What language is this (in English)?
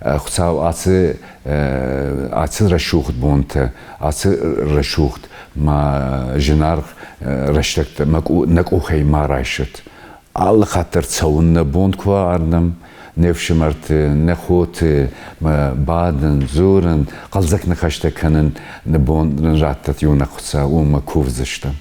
Ossetic